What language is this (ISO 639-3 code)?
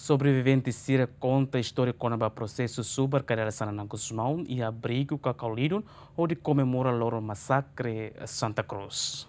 tet